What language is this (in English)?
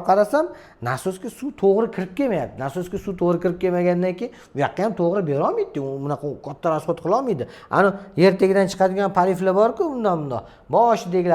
Uzbek